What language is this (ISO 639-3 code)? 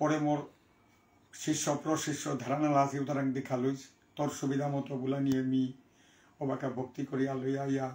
bpy